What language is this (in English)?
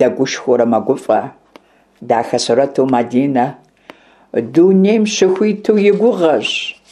Kabardian